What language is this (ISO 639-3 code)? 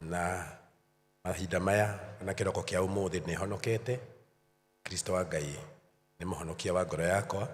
kik